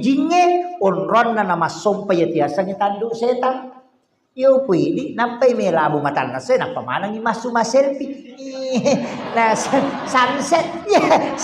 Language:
Buginese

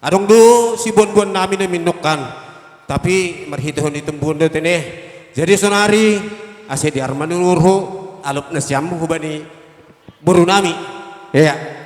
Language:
Batak Simalungun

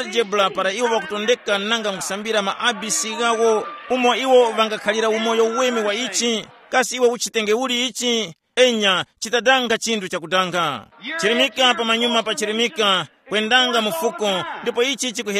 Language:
Tumbuka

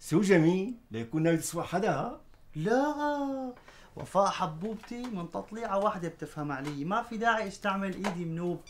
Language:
North Levantine Arabic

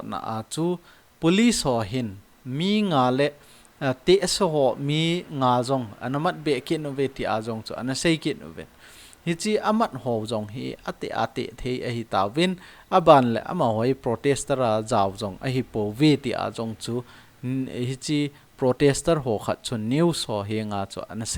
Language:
Thado Chin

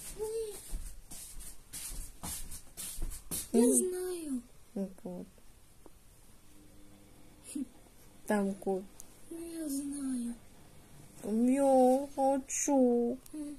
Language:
Russian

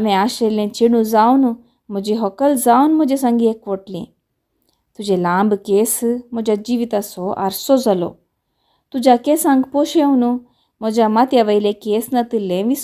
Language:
Konkani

